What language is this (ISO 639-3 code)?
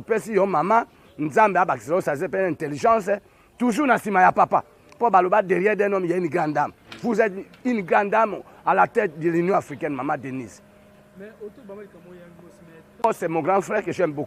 lin